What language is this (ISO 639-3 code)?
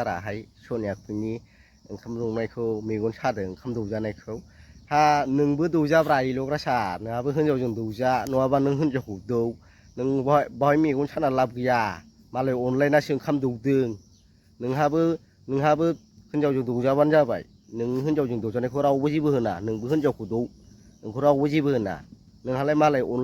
brx